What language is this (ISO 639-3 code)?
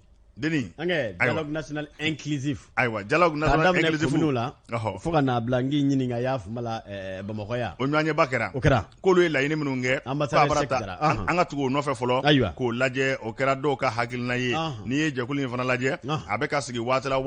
bam